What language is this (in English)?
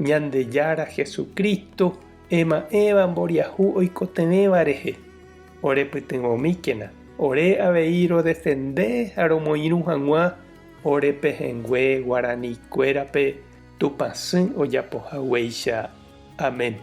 Guarani